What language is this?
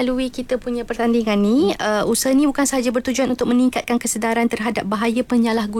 Malay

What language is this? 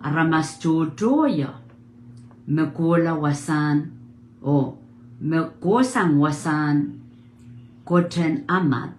Pohnpeian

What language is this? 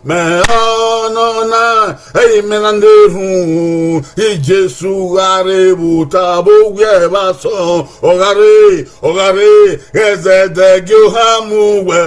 Bini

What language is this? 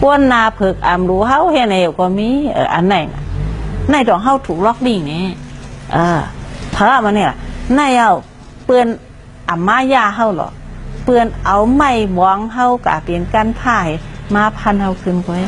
Shan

